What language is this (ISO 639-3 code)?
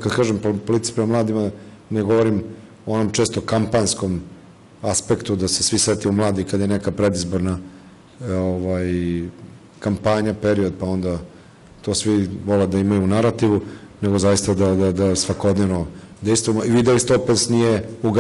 srp